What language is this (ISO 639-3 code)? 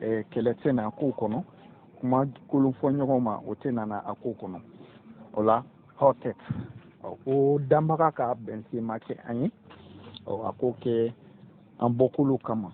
bam